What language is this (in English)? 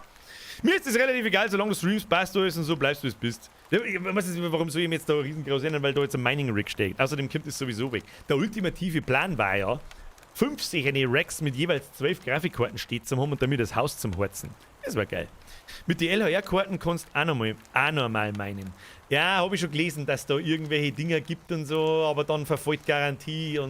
Bavarian